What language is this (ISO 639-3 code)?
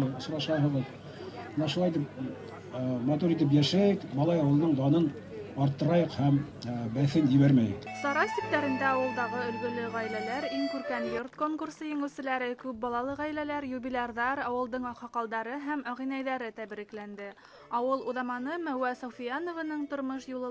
bak